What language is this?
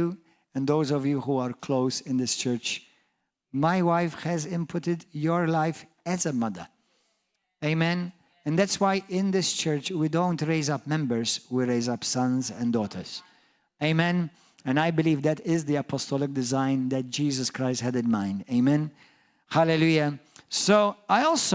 English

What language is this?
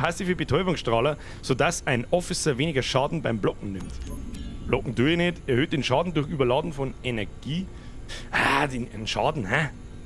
Bavarian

